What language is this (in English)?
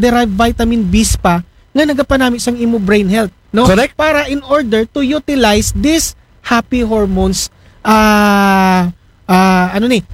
Aklanon